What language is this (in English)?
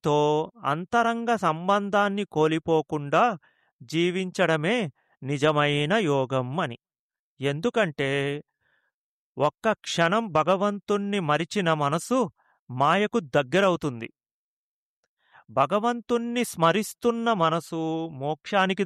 Telugu